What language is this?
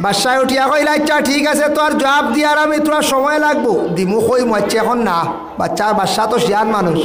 Sylheti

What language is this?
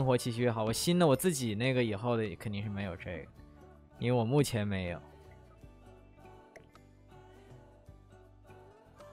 Chinese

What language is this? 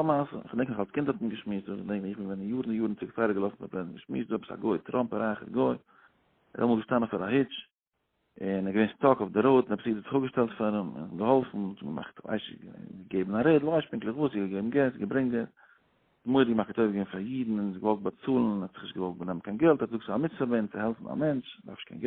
Yiddish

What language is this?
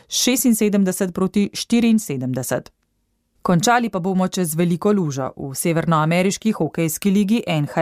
Slovenian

